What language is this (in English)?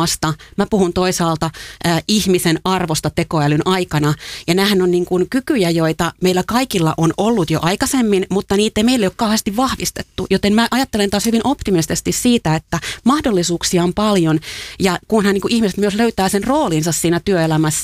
Finnish